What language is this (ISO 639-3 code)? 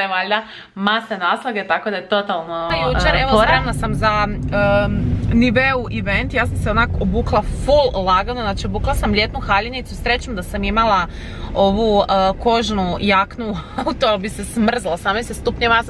hrv